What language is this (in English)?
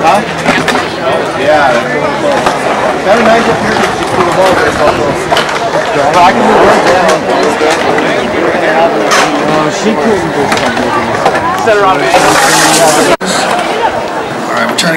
English